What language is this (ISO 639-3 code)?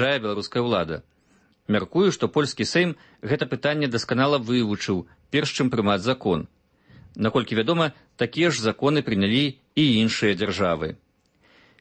bel